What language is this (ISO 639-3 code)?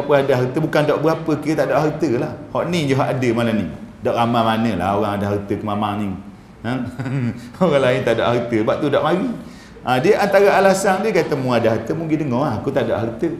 msa